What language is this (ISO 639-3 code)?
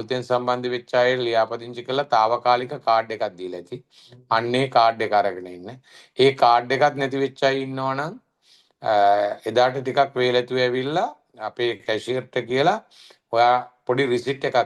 sin